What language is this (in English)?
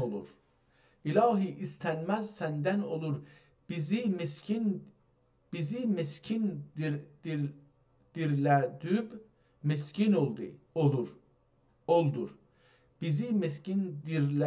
South Azerbaijani